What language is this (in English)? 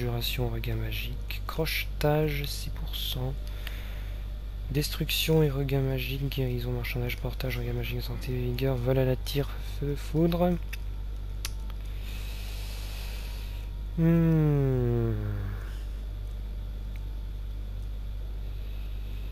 French